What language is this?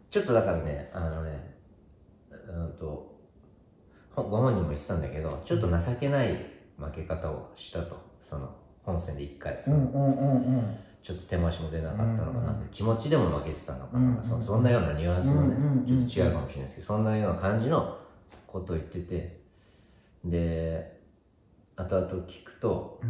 Japanese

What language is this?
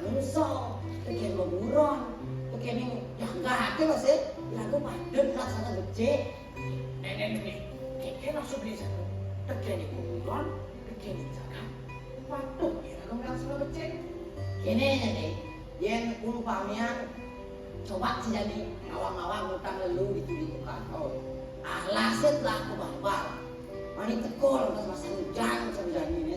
Balinese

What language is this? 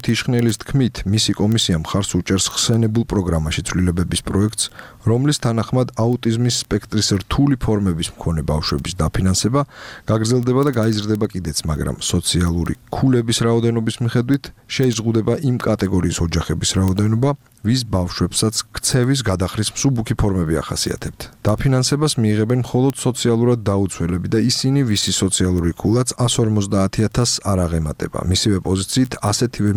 Georgian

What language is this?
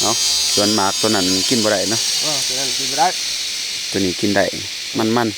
Lao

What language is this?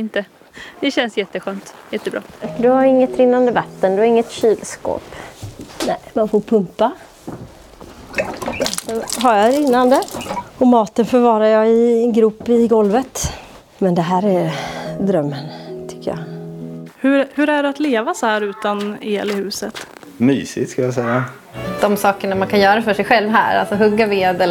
Swedish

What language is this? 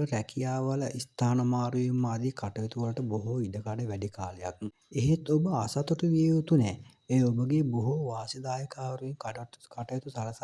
Sinhala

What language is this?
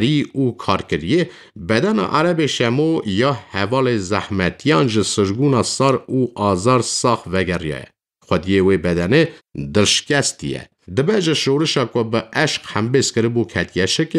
Kurdish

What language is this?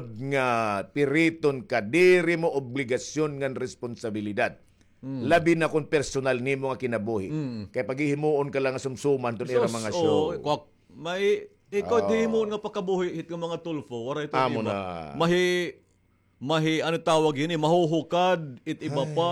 Waray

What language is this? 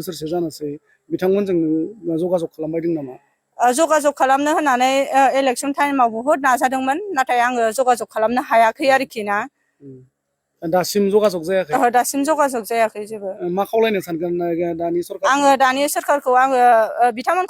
Bodo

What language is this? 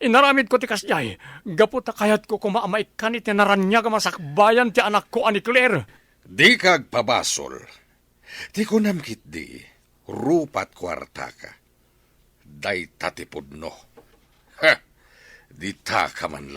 Iloko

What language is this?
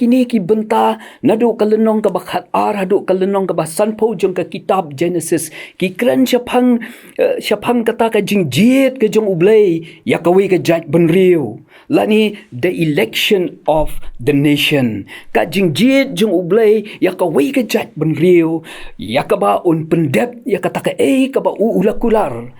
Khasi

